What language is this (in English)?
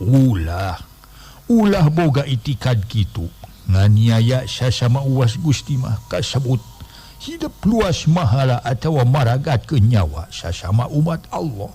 Sundanese